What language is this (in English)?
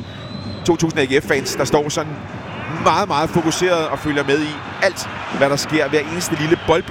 Danish